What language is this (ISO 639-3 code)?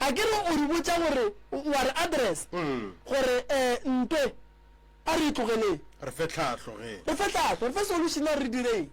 nso